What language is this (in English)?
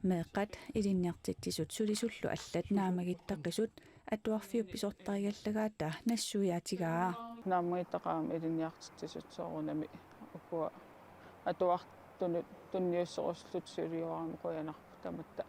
Kalaallisut